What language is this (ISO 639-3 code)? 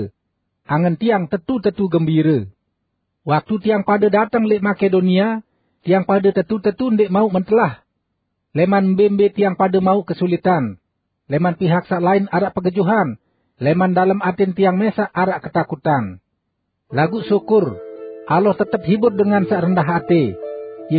sas